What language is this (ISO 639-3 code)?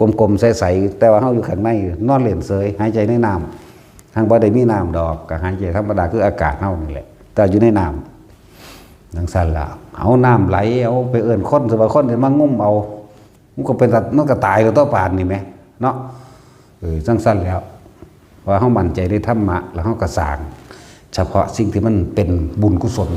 tts